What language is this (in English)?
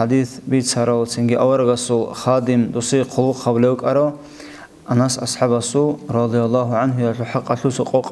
Avaric